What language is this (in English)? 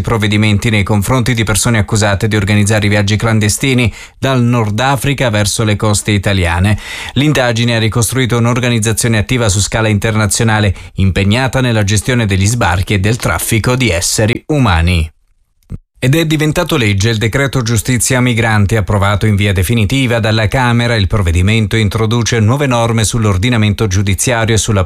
Italian